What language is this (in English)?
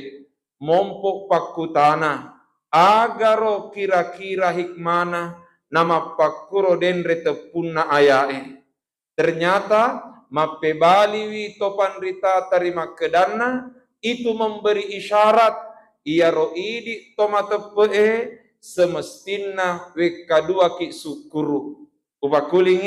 Buginese